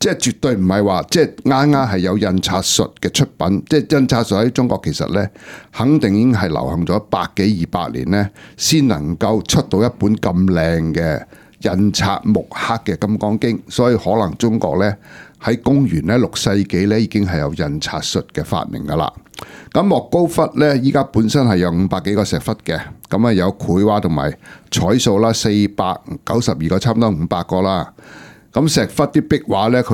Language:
Cantonese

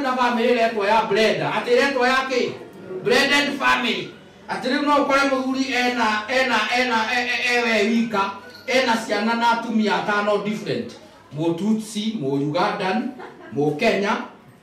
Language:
Kikuyu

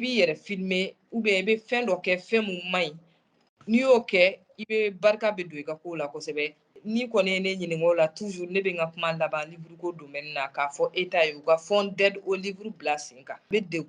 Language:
Bambara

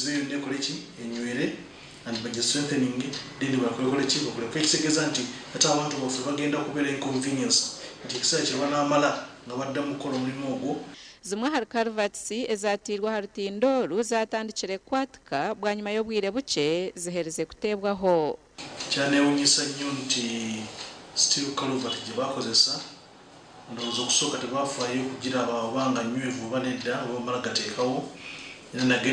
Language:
Nyankole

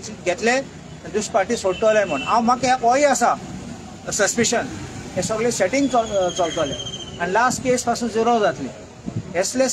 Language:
Konkani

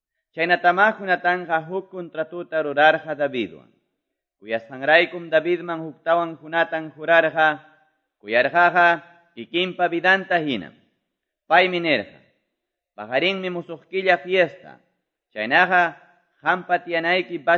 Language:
Quechua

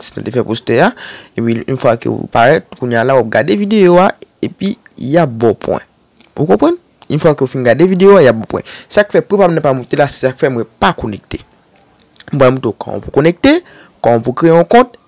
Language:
Haitian Creole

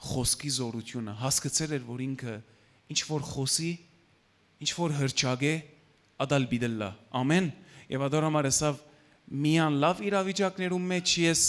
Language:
Western Armenian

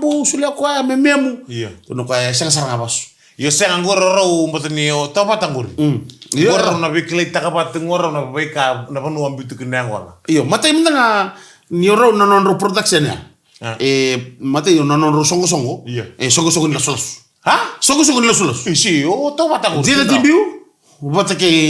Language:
Fijian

